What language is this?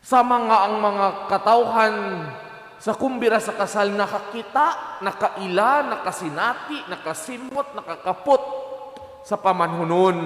Cebuano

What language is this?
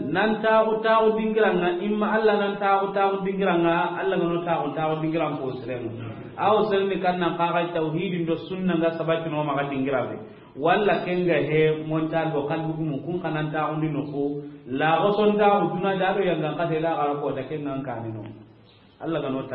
Soninke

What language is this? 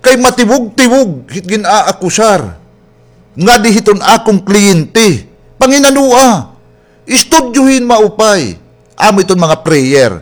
Waray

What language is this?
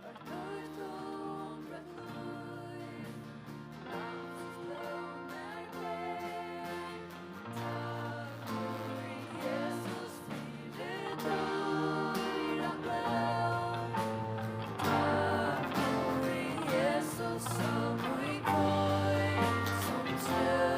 Faroese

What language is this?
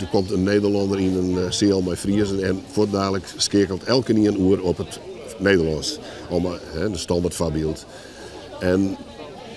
Western Frisian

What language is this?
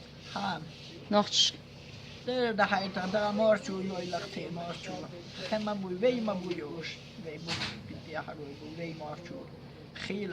Chechen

